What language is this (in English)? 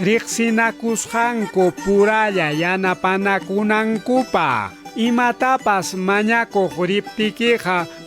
Ayacucho Quechua